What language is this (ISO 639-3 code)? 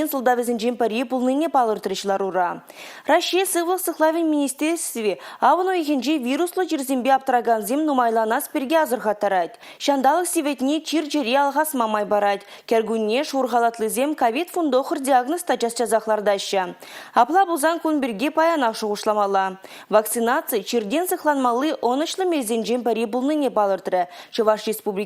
chv